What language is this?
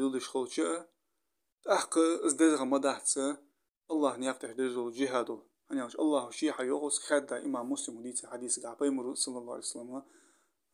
Ingush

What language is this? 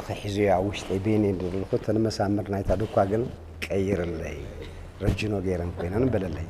Tigrinya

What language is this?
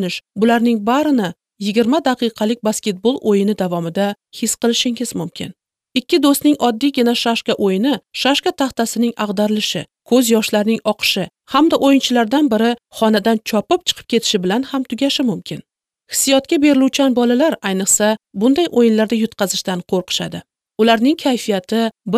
Uzbek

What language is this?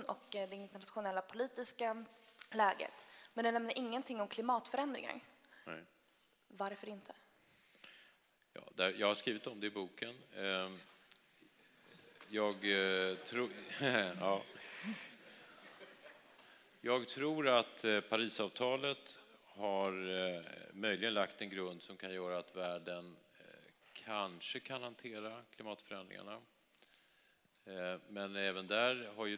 Swedish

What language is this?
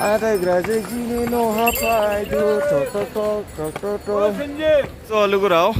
Dimasa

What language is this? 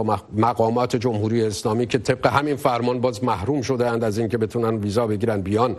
Persian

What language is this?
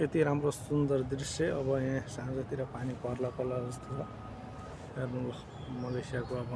Nepali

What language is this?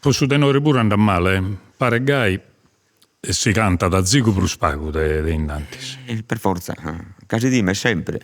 Sardinian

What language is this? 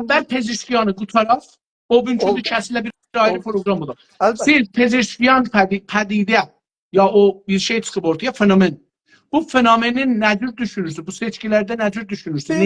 South Azerbaijani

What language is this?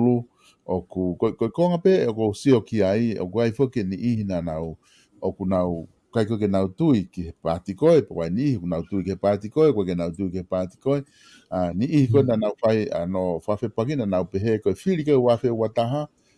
Tongan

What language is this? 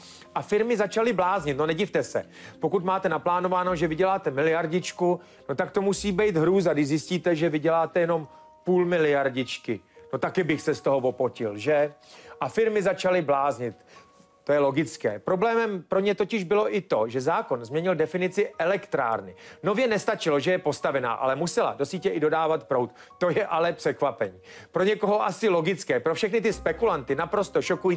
Czech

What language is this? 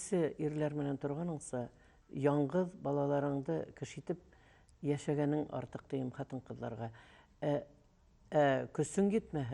Bashkir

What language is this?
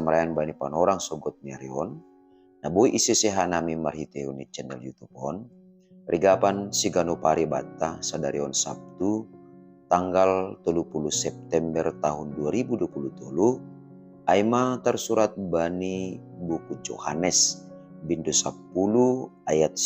Batak Simalungun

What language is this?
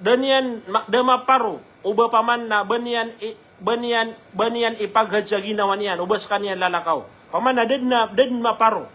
Maranao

